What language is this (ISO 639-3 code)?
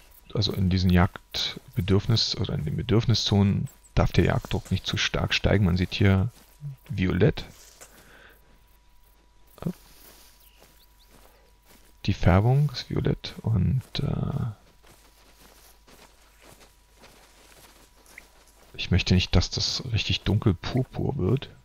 deu